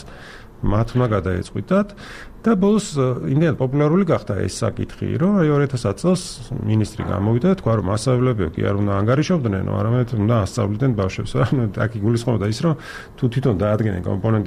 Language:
Georgian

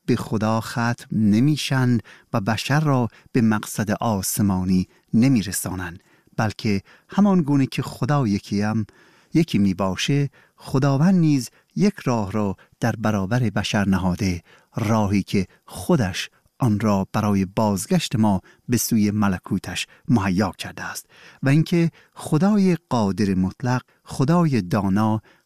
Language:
Persian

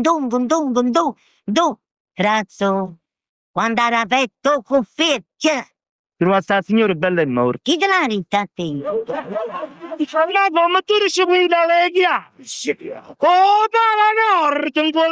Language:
Neapolitan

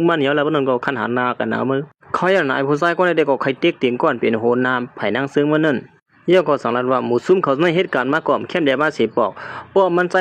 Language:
Shan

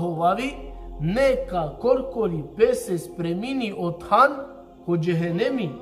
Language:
Balkan Romani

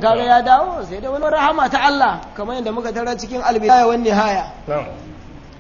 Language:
Hausa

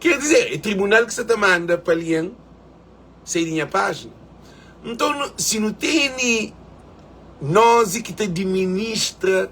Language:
Kabuverdianu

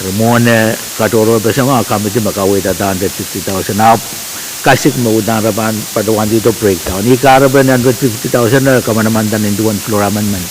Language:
Pohnpeian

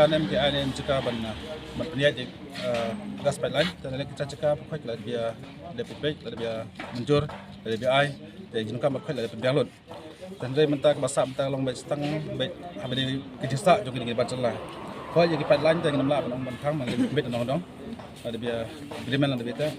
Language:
Khasi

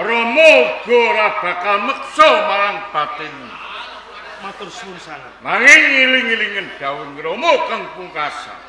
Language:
Javanese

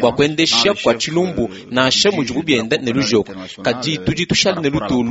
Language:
Luba-Lulua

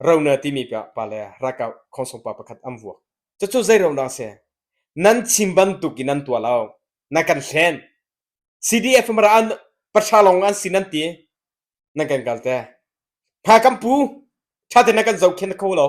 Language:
Hakha Chin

